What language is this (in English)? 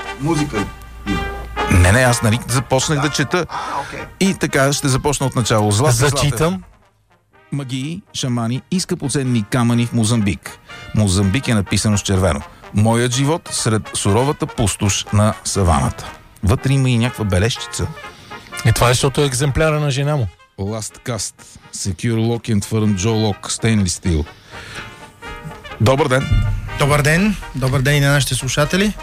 Bulgarian